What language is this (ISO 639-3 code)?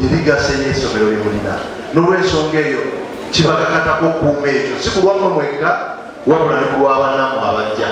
lug